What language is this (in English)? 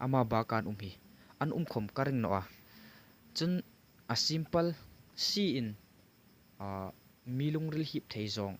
Hmar